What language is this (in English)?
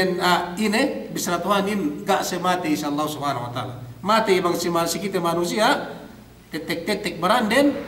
Yakan